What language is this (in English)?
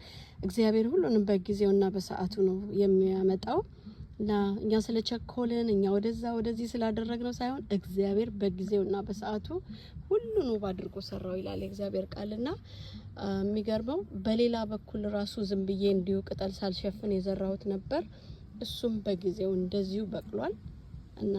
Amharic